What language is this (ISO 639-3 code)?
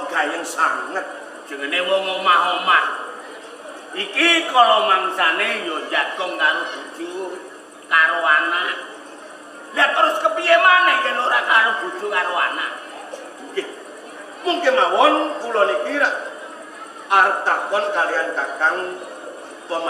jav